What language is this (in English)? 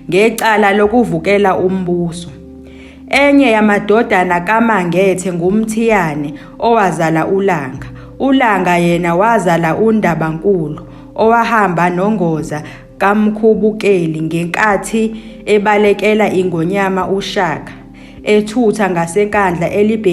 Zulu